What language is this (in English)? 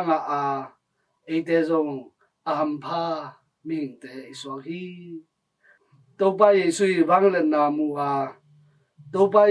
Tedim Chin